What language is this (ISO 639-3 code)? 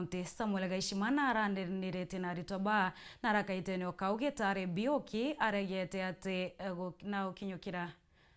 mer